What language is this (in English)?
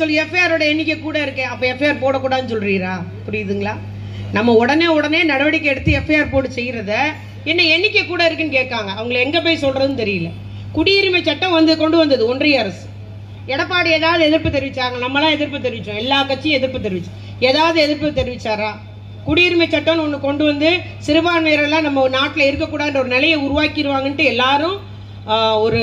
Tamil